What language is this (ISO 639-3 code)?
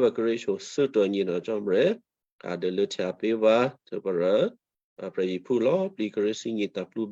kyu